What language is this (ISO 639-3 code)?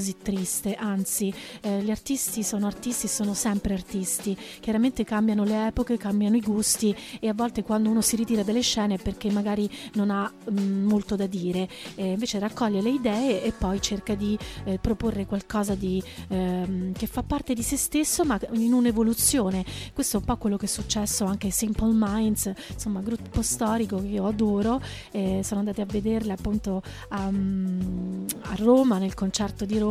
ita